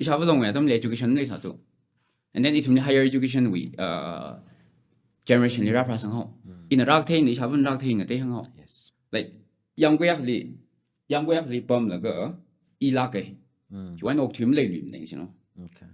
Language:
Tangkhul Naga (India)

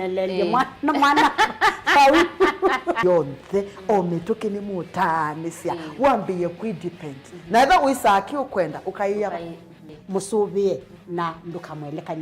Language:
Kamba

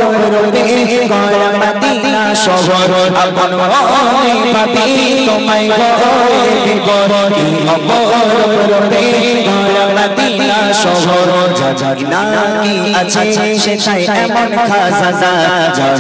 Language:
Bangla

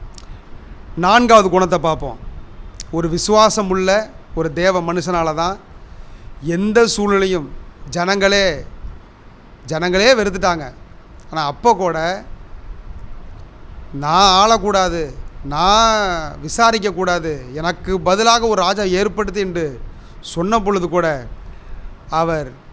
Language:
Tamil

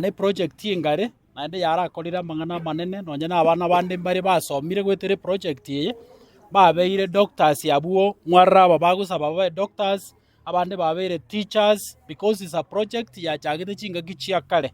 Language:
Gusii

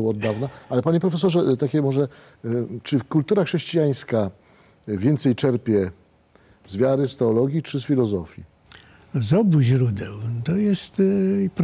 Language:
Polish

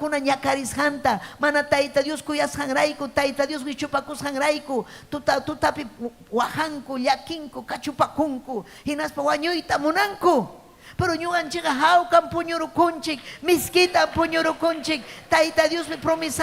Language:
Ayacucho Quechua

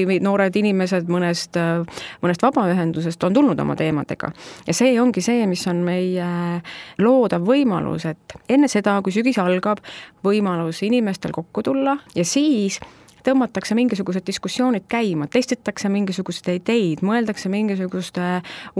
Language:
Estonian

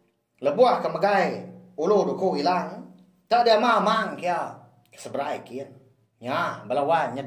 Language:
Iban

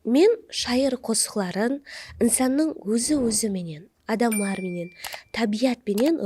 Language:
Kara-Kalpak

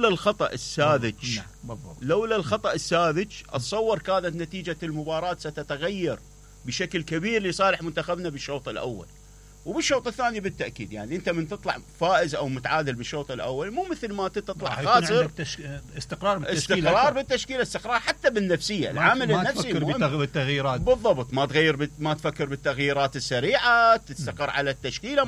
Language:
Mesopotamian Arabic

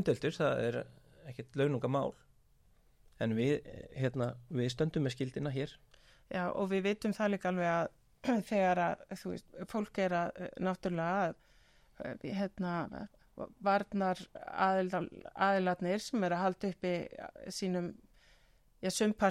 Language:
Icelandic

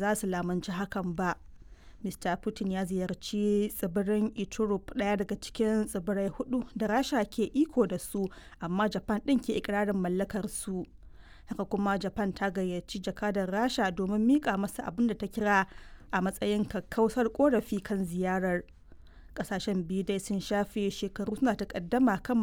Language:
Hausa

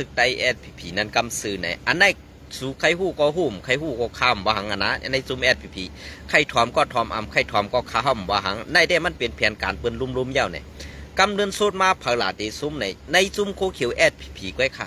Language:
Shan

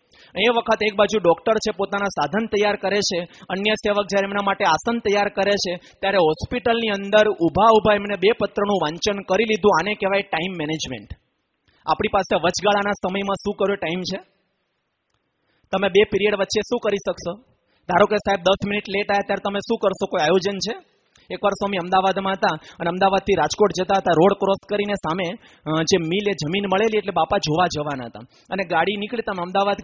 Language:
Gujarati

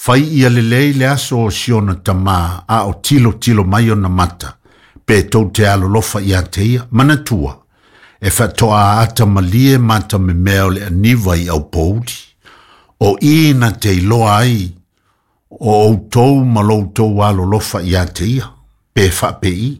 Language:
Samoan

